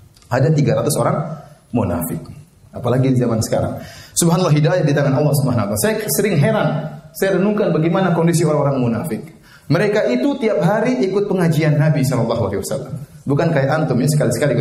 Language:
Indonesian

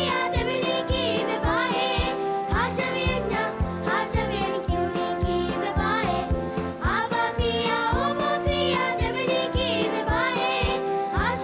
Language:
Divehi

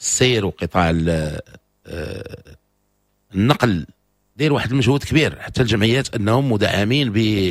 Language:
Moroccan Arabic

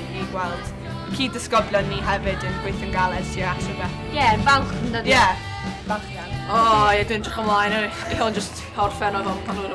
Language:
Welsh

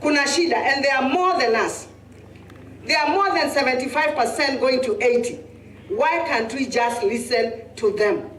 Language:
Kamba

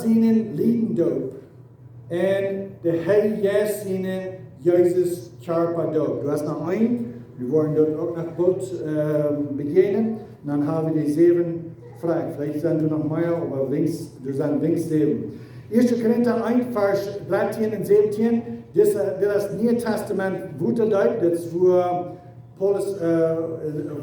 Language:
Plautdietsch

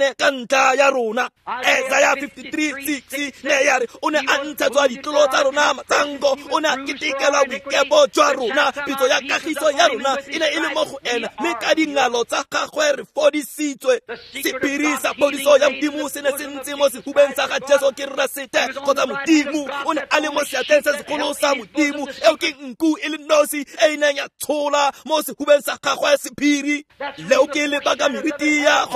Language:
Tswana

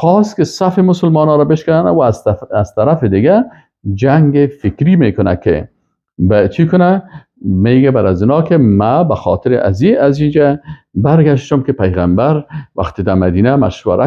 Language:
Persian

